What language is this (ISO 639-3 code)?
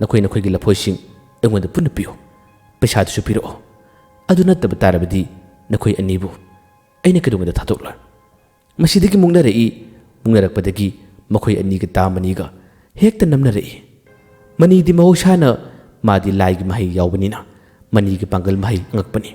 mni